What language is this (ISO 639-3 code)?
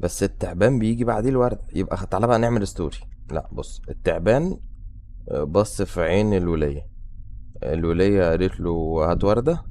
arz